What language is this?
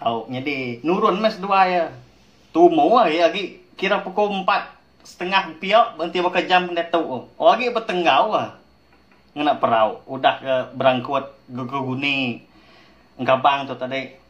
Iban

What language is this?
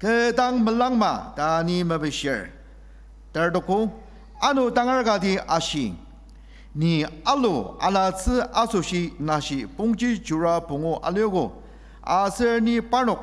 Ao Naga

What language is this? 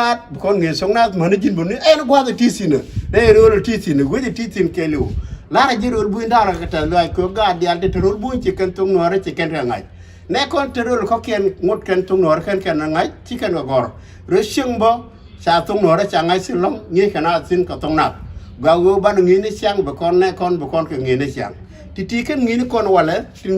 Nuer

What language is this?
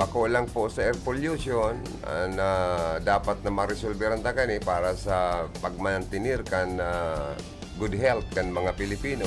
Bikol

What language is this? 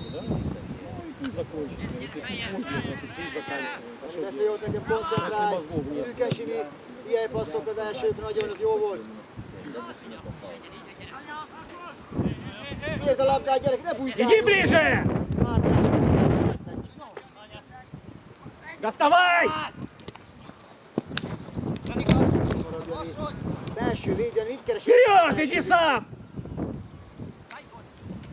Hungarian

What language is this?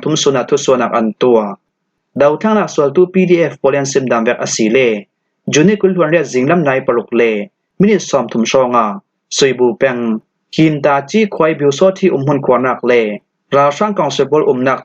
Falam Chin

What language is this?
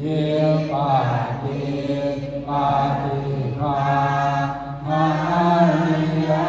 Pali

